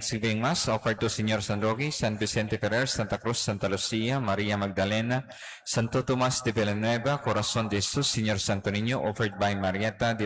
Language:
Cebuano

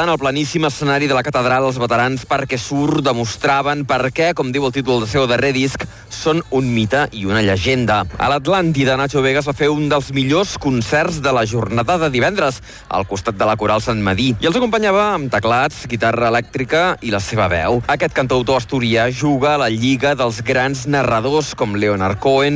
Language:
Catalan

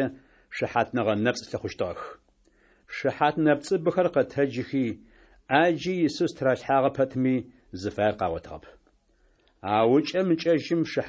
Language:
Adyghe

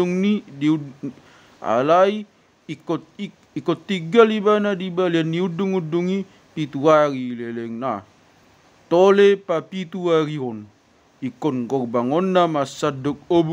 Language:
Batak Toba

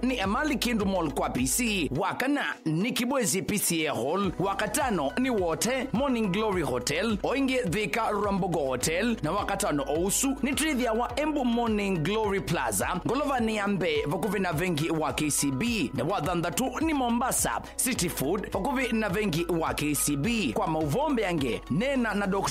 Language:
Kamba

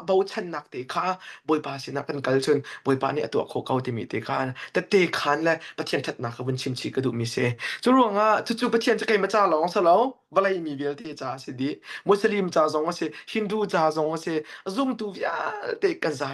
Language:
Hakha Chin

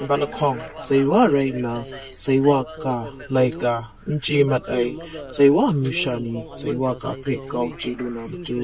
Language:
Kachin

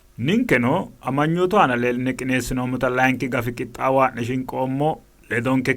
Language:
Sidamo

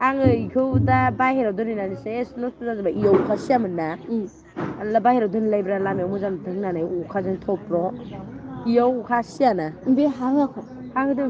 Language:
Bodo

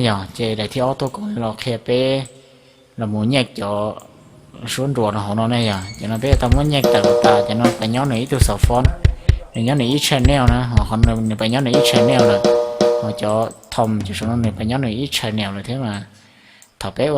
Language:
Hmong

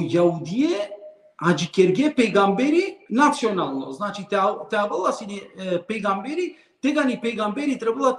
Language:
Balkan Romani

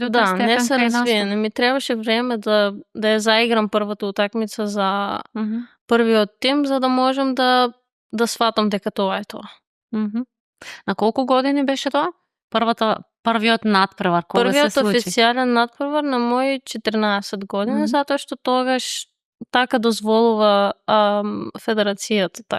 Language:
Macedonian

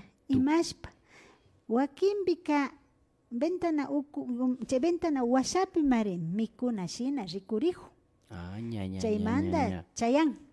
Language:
Imbabura Highland Quichua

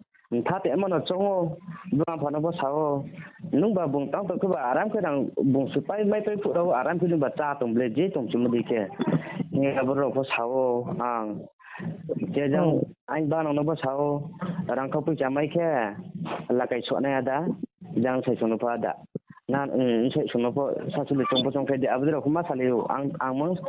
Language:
Riang (India)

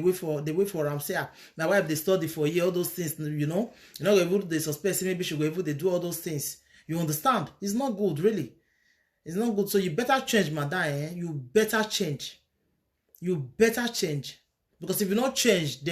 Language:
Nigerian Pidgin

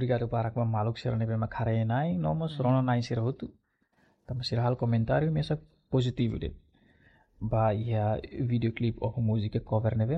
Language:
Tetum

